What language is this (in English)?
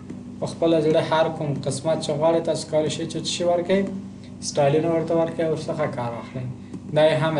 Pashto